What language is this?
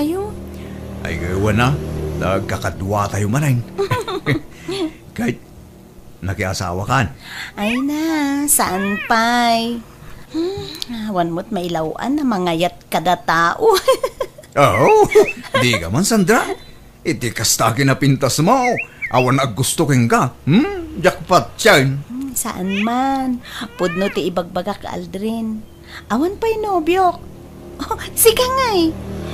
Iloko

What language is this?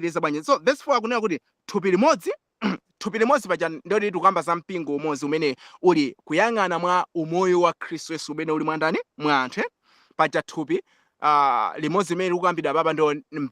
Nyanja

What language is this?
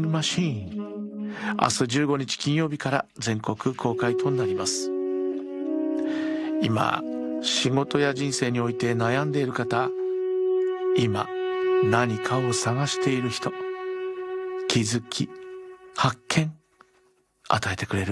Japanese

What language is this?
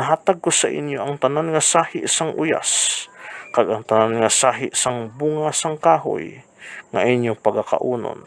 Hiligaynon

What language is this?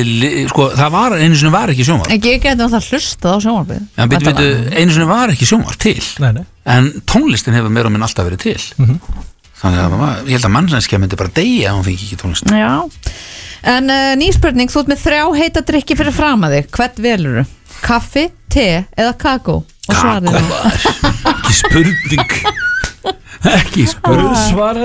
Icelandic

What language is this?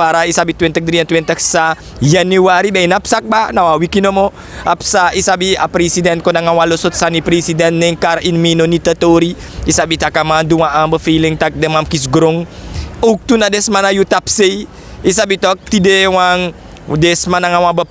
Sranan Tongo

